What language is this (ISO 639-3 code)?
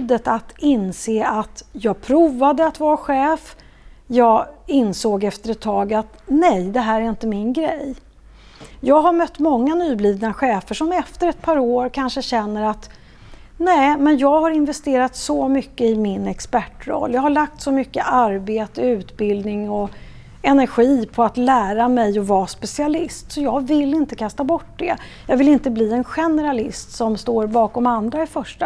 swe